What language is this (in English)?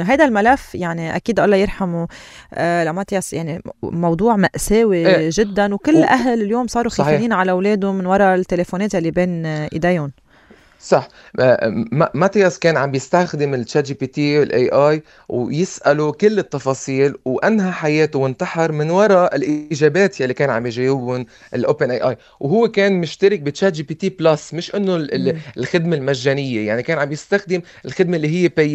North Levantine Arabic